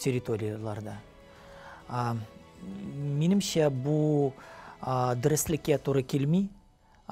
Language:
Tatar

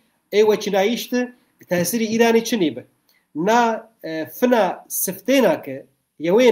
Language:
Zaza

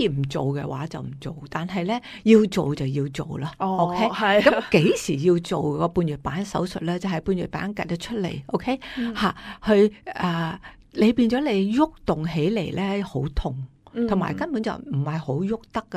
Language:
Cantonese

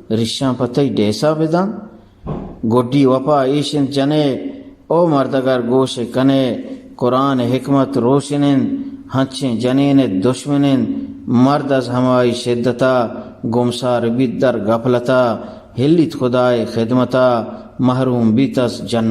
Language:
Eastern Balochi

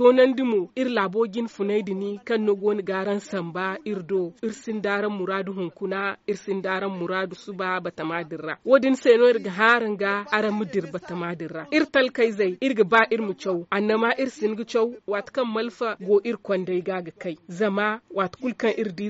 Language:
Zarma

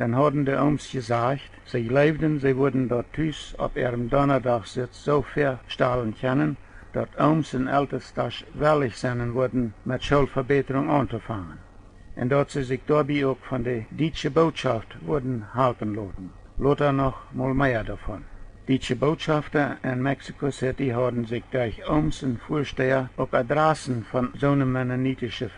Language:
Plautdietsch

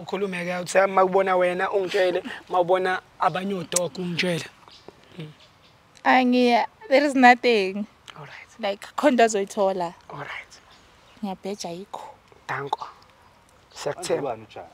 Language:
Zulu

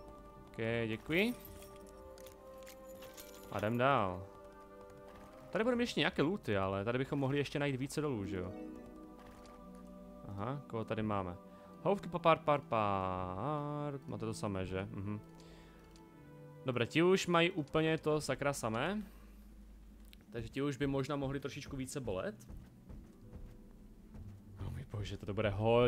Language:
Czech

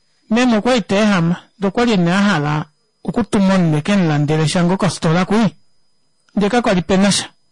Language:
Kuanyama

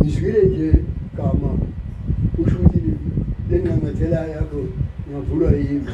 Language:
Zulu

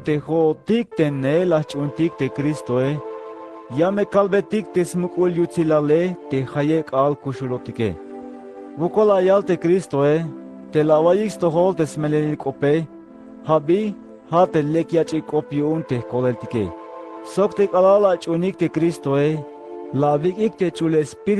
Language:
Tzeltal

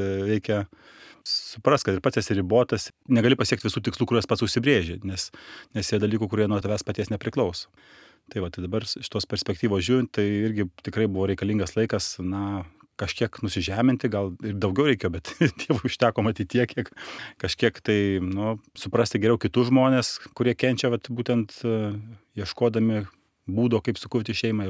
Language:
Lithuanian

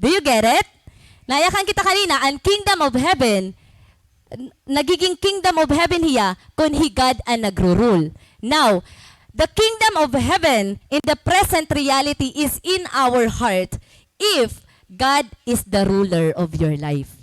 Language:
Waray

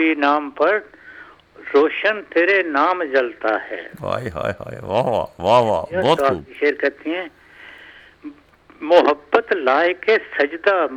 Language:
Urdu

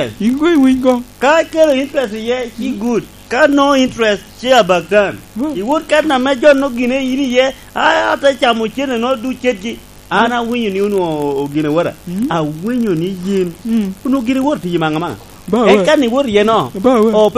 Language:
Lango (Uganda)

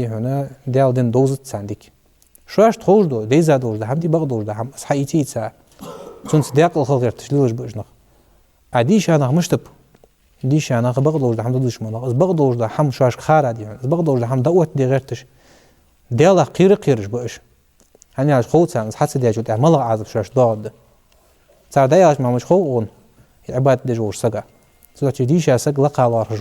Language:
Ingush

